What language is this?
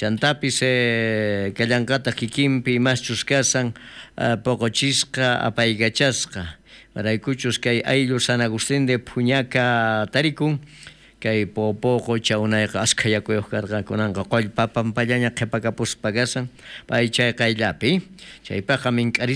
South Bolivian Quechua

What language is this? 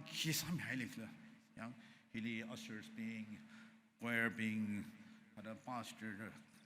Tangkhul Naga (India)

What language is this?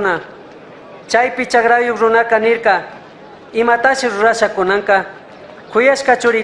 Chimborazo Highland Quichua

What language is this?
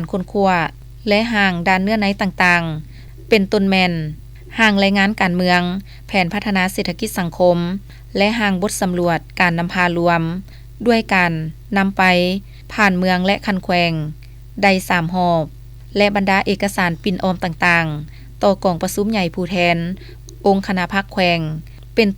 Lao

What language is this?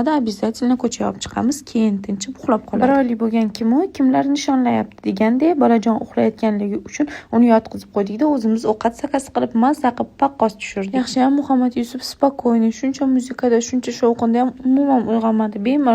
Uzbek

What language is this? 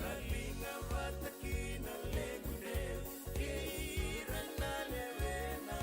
Fijian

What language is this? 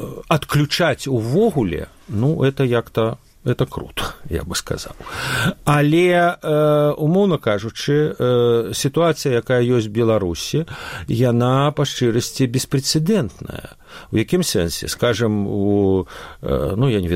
Belarusian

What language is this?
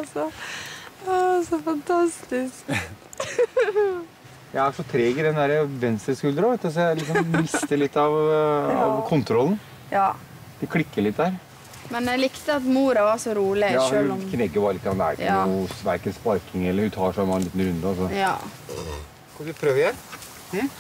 Norwegian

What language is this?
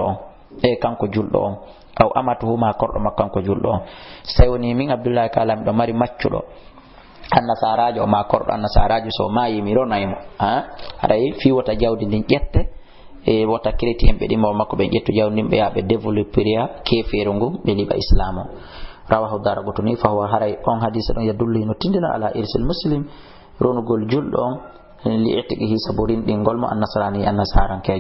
Fula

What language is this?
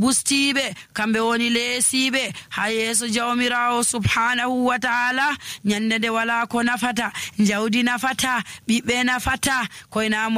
Nigerian Fulfulde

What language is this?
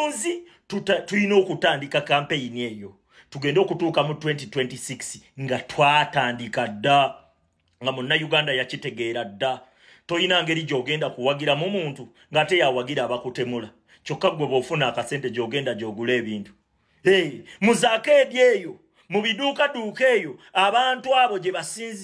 Ganda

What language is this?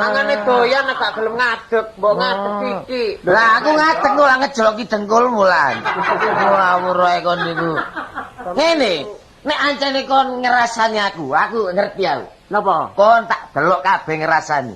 Javanese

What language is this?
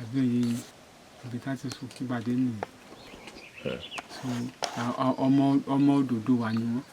Yoruba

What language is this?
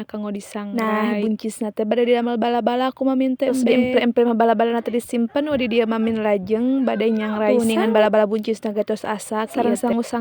Sundanese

